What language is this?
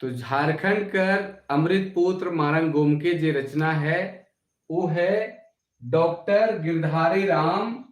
Sadri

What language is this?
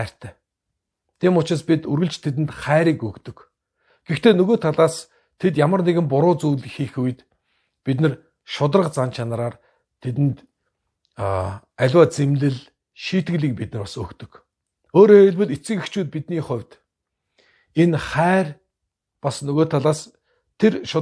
Mongolian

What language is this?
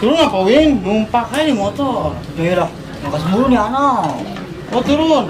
Betawi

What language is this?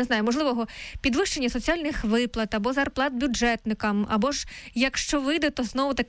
Ukrainian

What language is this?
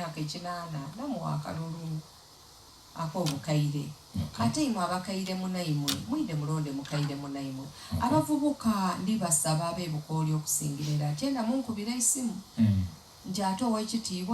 Soga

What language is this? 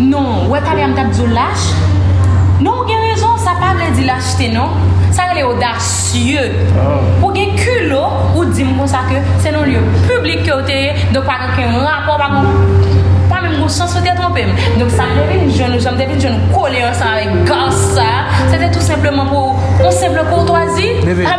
Haitian Creole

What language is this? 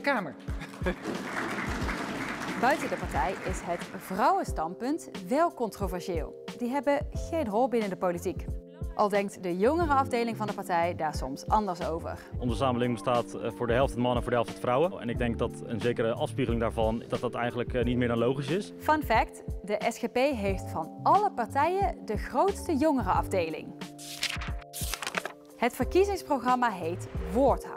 Dutch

